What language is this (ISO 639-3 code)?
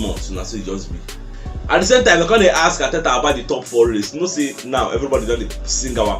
pcm